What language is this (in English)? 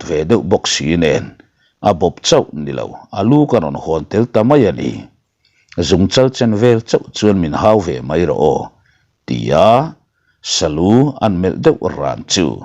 Mizo